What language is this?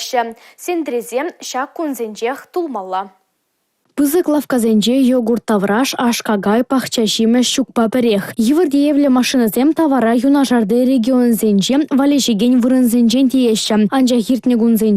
Chuvash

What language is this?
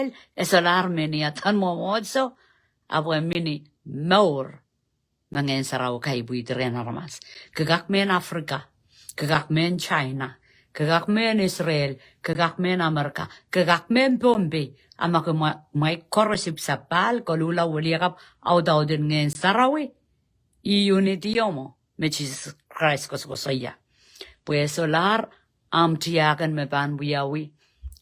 Pohnpeian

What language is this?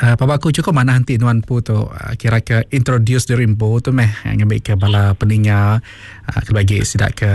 Iban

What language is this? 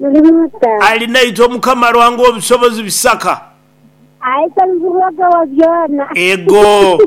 Nyoro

